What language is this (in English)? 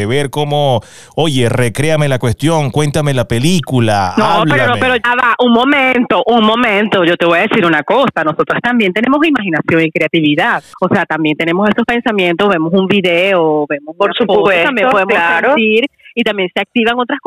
Spanish